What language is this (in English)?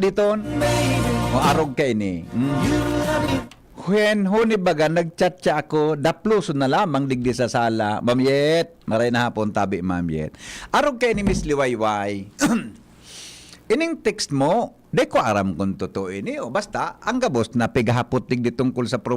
Bikol